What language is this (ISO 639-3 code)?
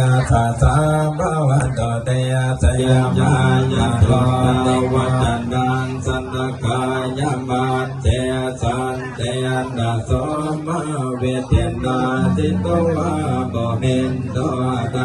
pli